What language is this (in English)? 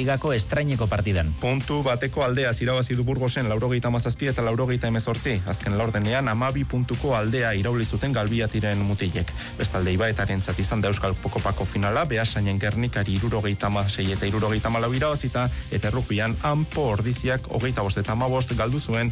Basque